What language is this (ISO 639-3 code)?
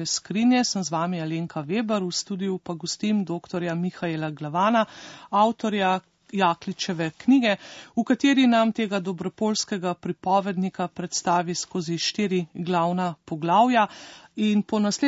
slv